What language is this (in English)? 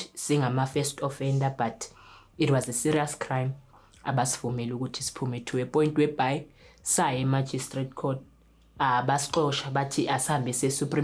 Zulu